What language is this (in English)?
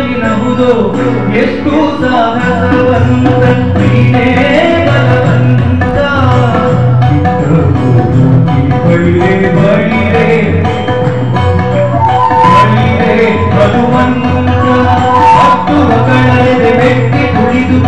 Kannada